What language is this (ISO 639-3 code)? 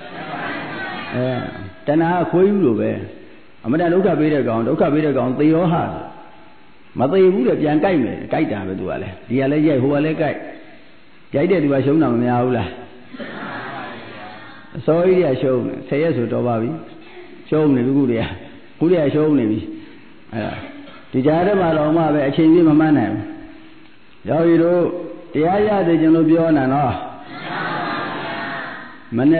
mya